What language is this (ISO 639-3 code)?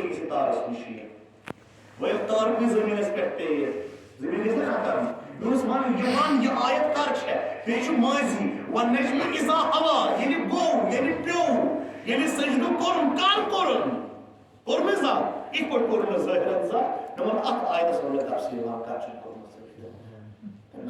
kas